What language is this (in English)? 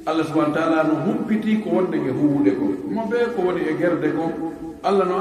Fula